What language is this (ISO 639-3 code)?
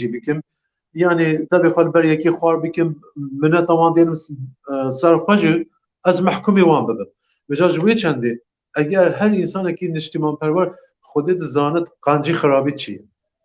kur